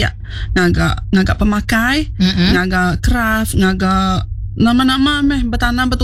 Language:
Iban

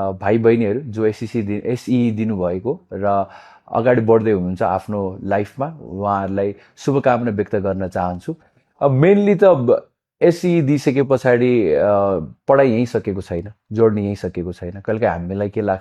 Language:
Nepali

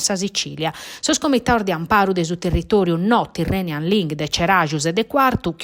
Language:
Sardinian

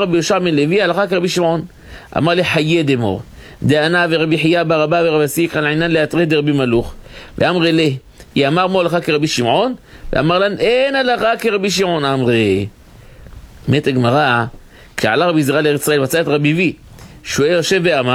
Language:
Hebrew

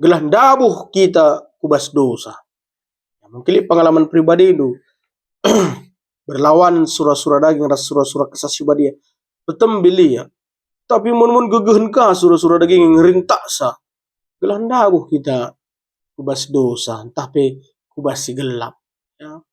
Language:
Batak Karo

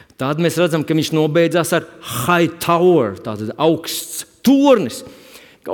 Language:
Latvian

